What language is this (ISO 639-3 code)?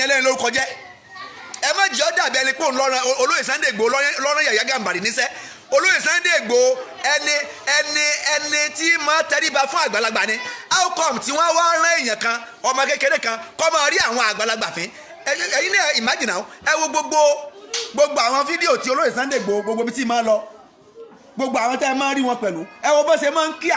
yor